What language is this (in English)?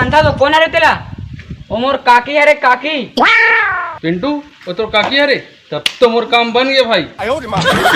Chhattisgarhi